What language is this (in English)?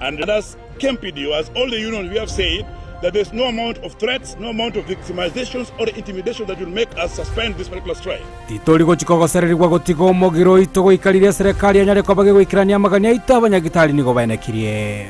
Gusii